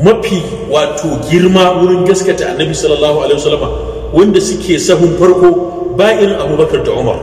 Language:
Hausa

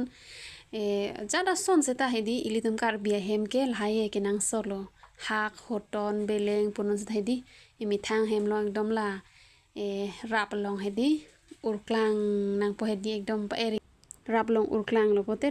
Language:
Karbi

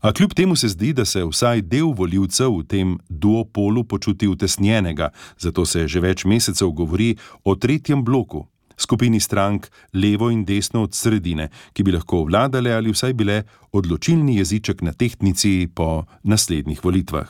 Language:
Slovenian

